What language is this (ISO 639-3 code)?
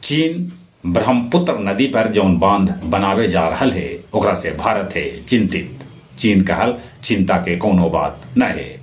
mag